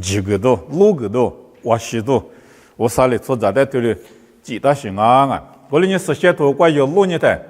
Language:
Lisu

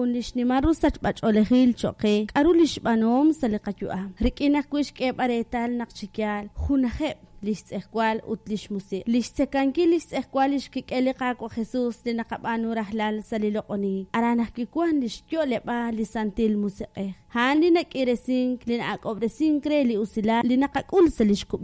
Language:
Kekchí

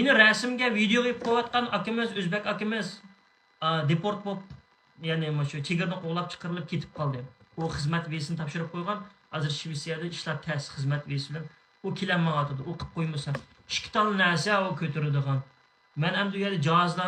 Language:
Uyghur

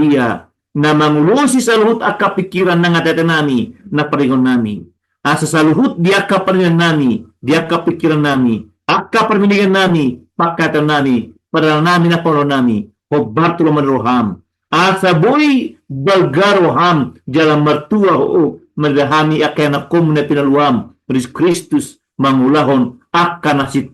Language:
Batak Toba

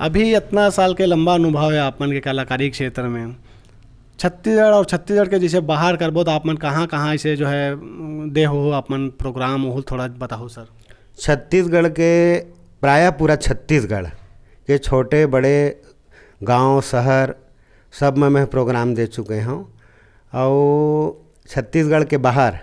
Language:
Chhattisgarhi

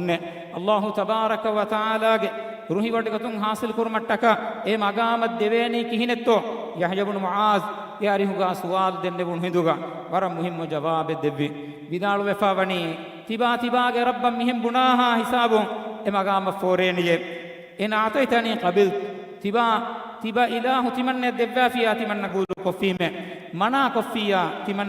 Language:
Divehi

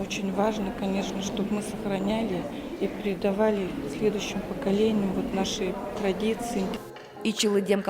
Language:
Udmurt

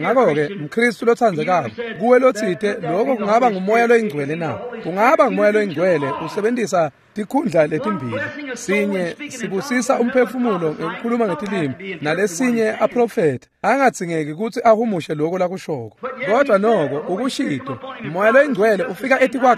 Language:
Swati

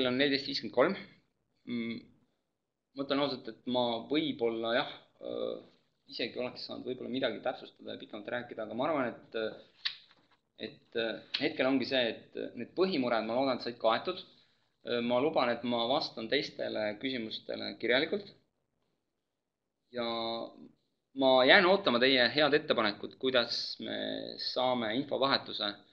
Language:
Estonian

